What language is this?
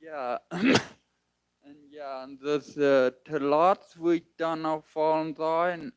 Plautdietsch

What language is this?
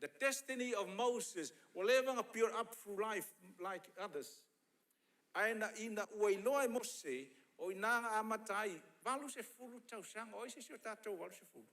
Samoan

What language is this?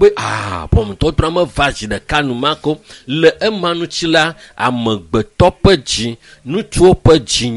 Ewe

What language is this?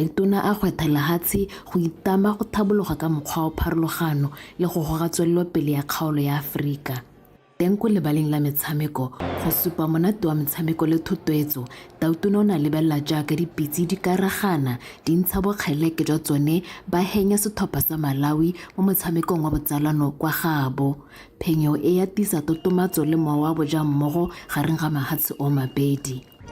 Tswana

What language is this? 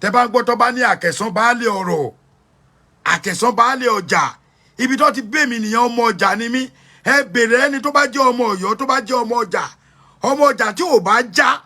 Yoruba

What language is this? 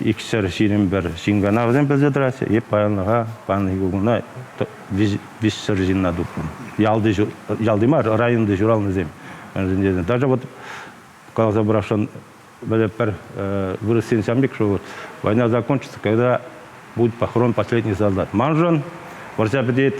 Chuvash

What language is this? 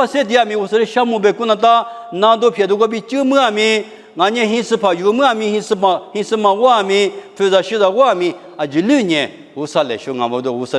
Lisu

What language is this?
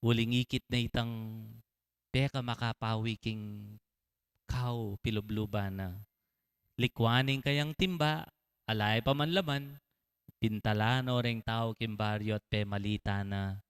Pampanga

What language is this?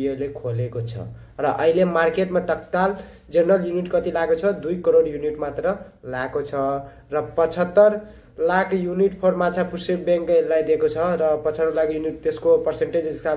Nepali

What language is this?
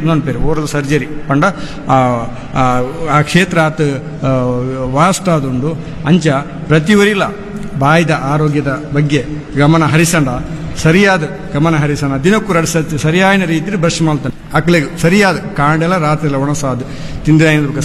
Tulu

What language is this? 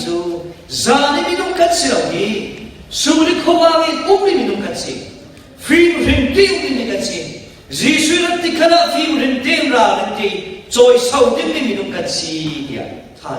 Falam Chin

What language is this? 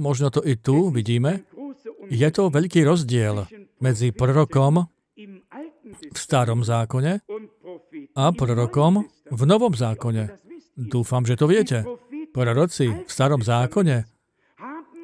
Slovak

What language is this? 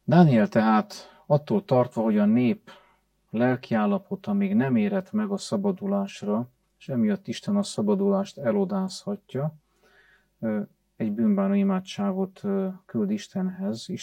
Hungarian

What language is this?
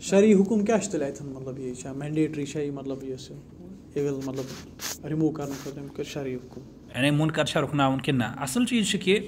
Kashmiri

